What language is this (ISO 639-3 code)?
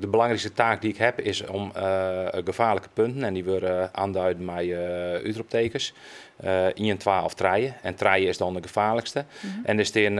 fry